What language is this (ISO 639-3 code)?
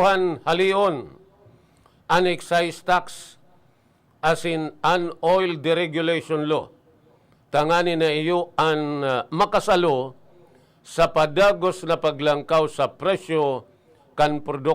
bik